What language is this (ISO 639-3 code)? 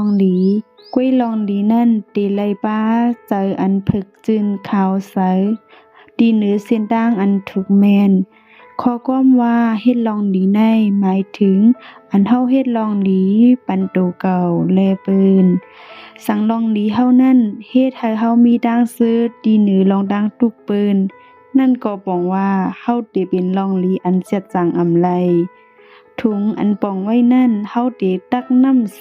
shn